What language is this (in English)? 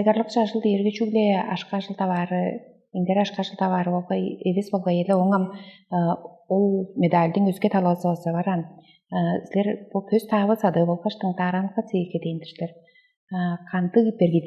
Tuvinian